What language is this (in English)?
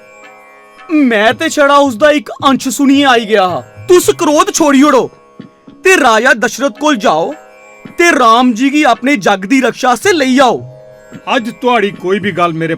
Dogri